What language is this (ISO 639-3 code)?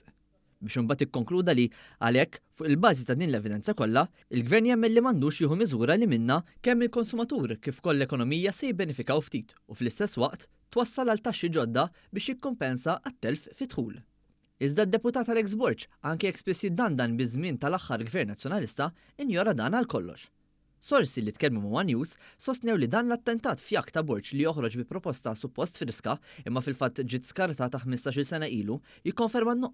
mlt